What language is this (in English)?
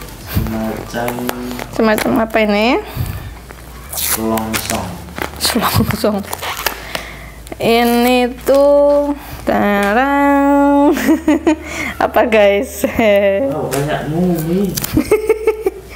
Indonesian